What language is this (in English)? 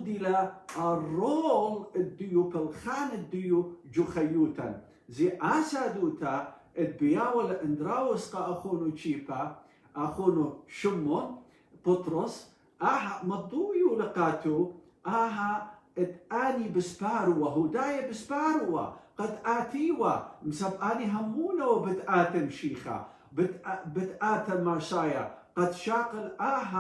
Assyrian Neo-Aramaic